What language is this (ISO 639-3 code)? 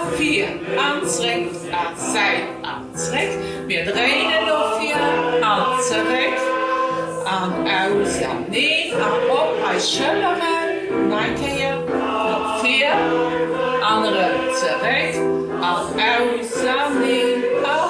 ltz